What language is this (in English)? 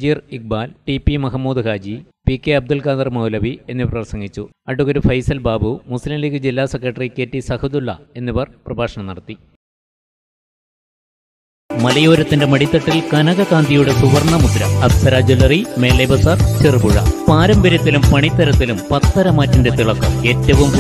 Malayalam